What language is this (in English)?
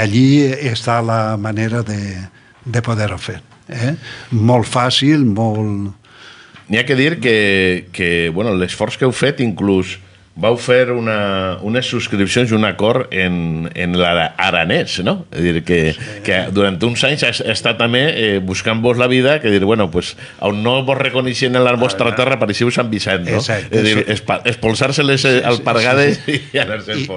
Catalan